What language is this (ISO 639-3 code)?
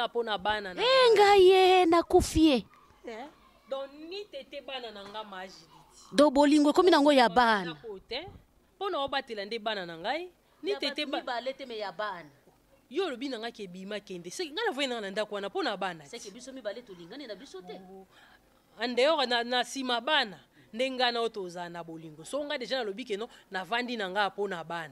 lin